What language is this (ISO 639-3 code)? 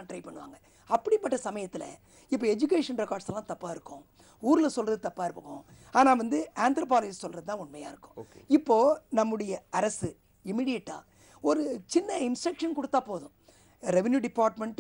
tam